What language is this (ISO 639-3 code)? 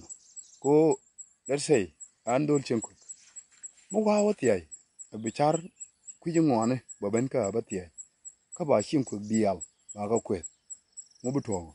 nus